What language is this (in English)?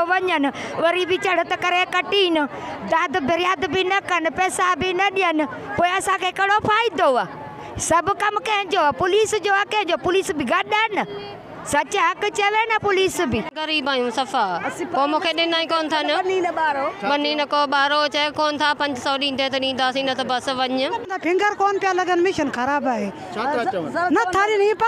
Sindhi